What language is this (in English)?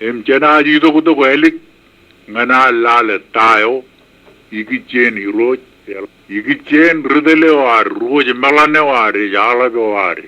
Marshallese